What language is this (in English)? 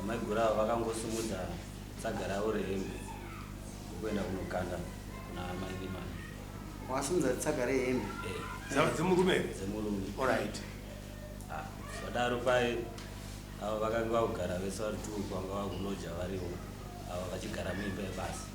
Shona